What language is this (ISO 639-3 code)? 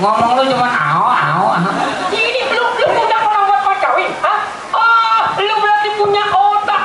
bew